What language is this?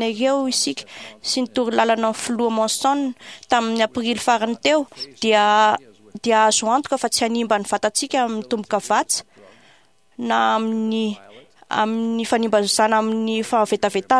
Malagasy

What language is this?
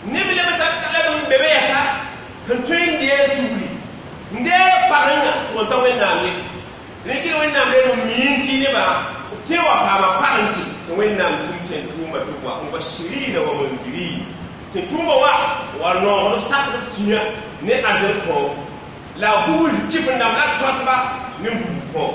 Mossi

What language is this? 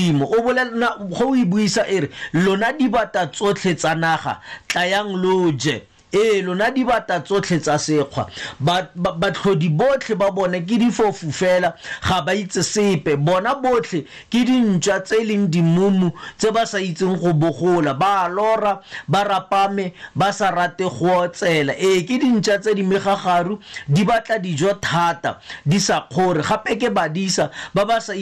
Tswana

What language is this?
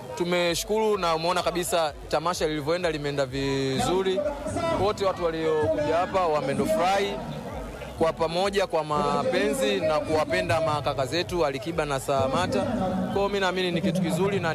Swahili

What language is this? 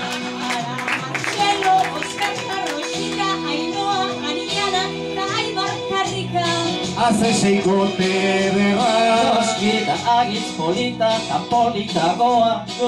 Basque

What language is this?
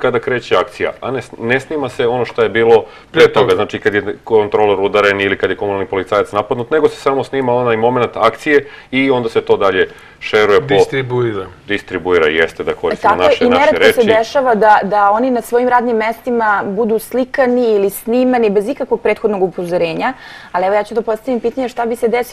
Serbian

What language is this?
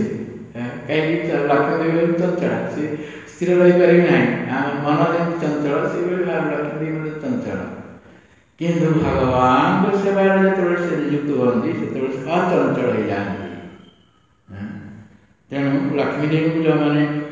Odia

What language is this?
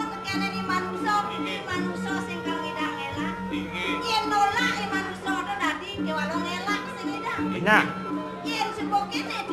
Balinese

